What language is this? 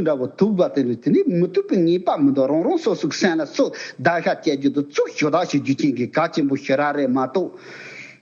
Tibetan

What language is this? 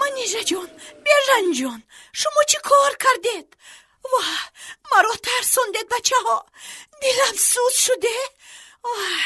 Tajik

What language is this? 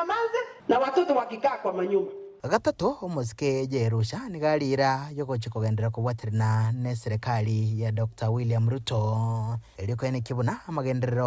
Gusii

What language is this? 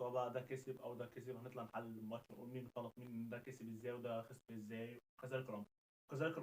Egyptian Arabic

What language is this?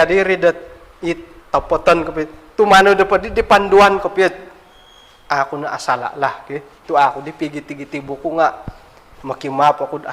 Central Dusun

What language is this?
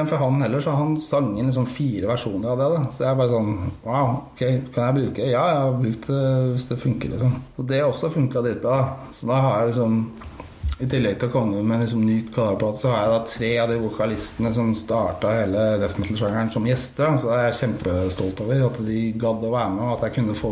Norwegian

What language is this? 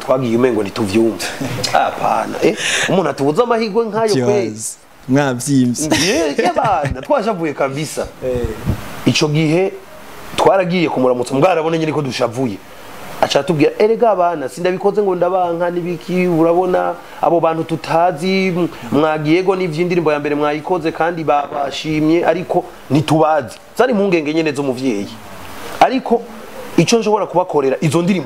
Rundi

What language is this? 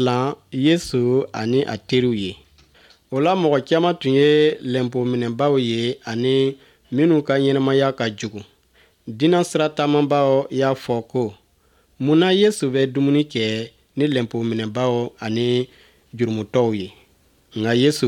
Bambara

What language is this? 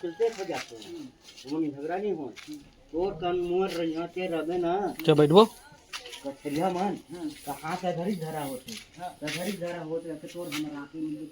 Chhattisgarhi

